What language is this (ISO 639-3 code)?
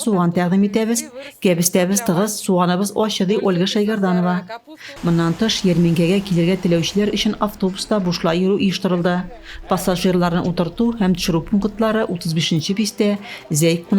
tat